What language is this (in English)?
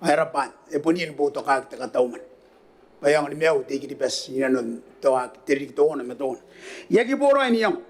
Gilbertese